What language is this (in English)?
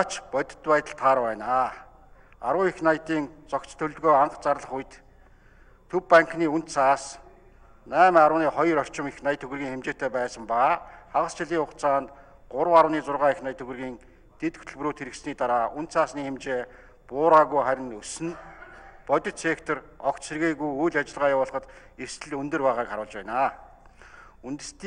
Mongolian